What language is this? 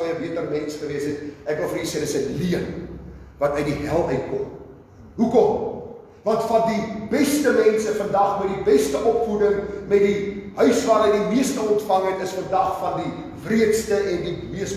Afrikaans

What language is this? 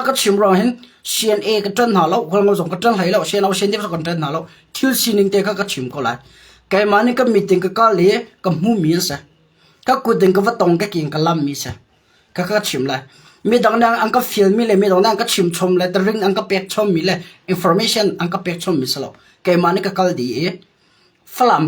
Hakha Chin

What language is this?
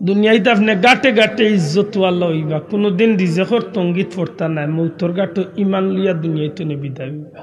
Sylheti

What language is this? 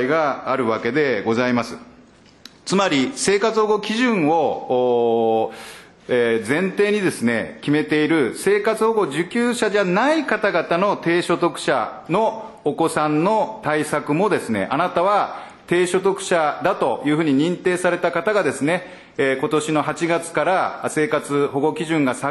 Japanese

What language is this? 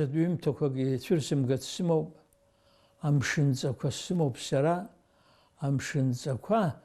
Abkhazian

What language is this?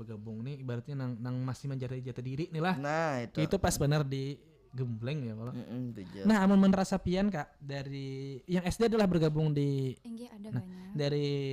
Banjar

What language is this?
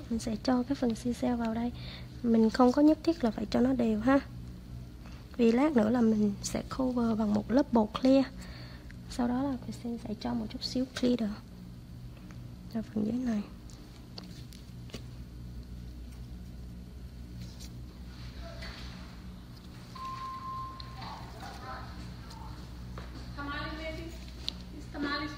Vietnamese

